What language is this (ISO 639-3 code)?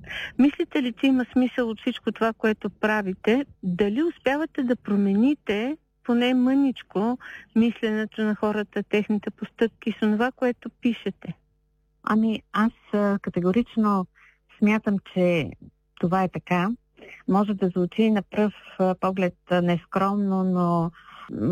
bul